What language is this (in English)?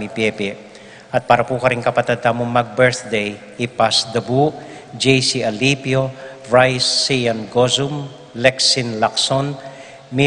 Pampanga